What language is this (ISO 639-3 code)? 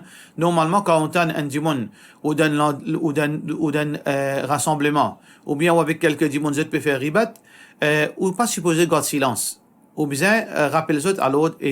mfe